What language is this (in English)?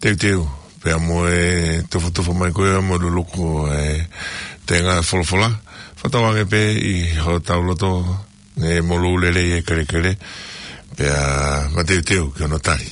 Tongan